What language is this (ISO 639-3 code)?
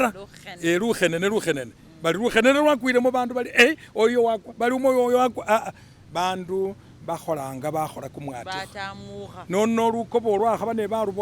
myx